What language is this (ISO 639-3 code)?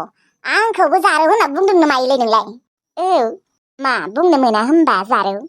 brx